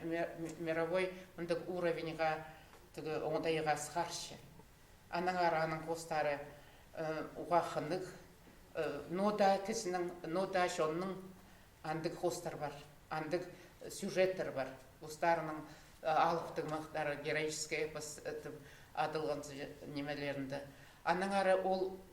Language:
Khakas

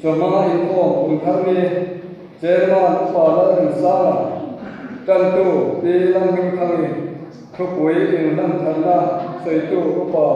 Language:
Mizo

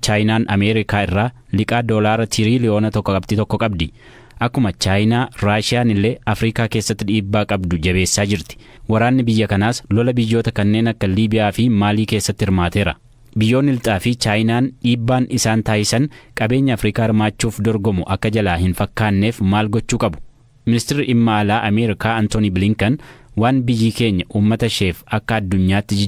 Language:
Oromo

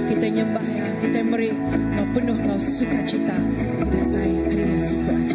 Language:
Iban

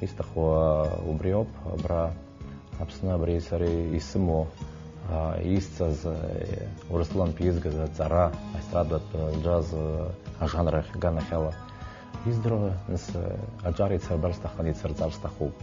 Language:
Abkhazian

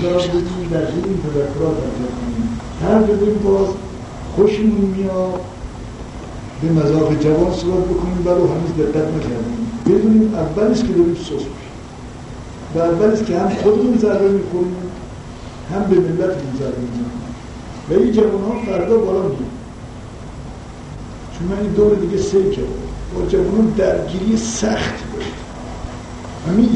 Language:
Persian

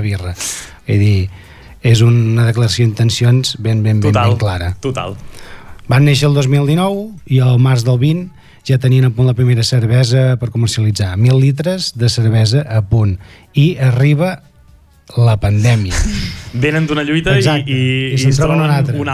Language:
Catalan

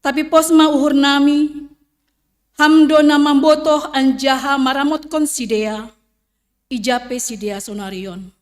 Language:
Batak Simalungun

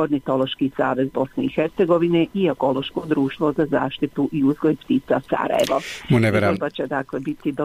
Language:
Bosnian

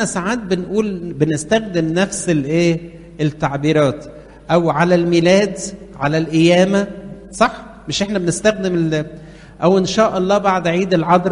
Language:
Egyptian Arabic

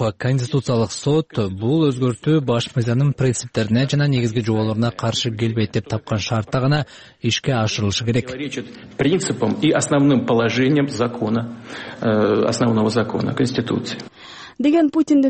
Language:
Kyrgyz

